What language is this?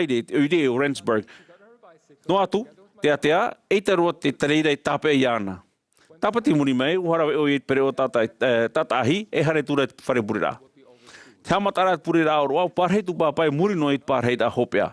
Tahitian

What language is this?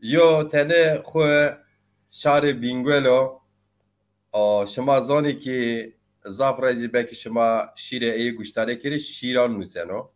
Zaza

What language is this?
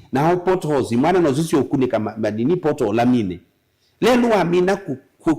Kamba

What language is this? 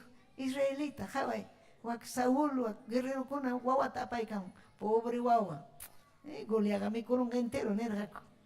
Ayacucho Quechua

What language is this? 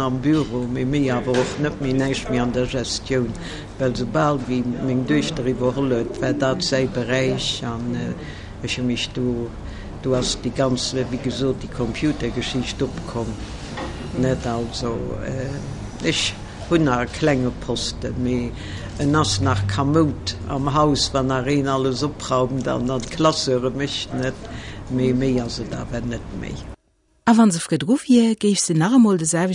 Luxembourgish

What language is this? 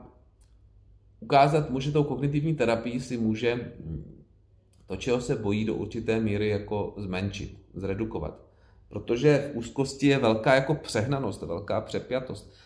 Czech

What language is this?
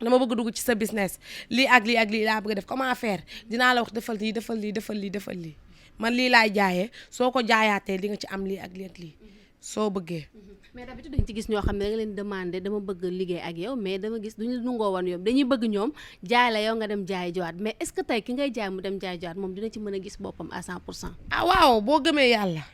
Wolof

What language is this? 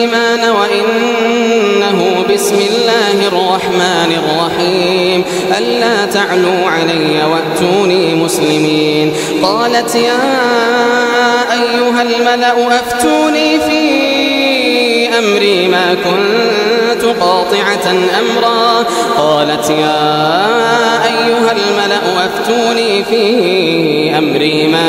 Arabic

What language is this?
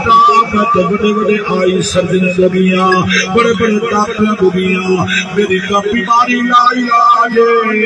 Saraiki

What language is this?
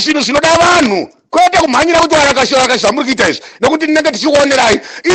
Shona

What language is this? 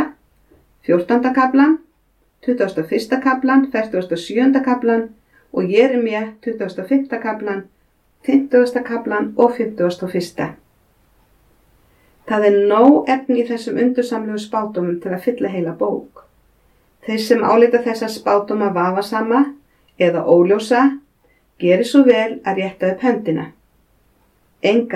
Icelandic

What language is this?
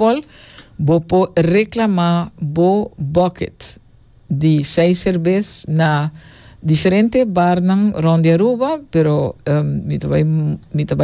Papiamento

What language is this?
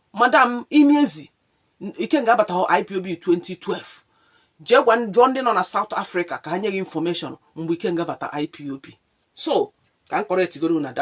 Igbo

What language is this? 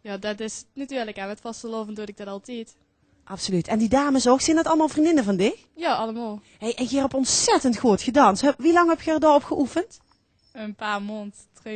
Limburgish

